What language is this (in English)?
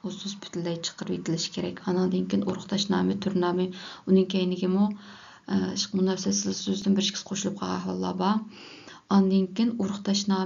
Uyghur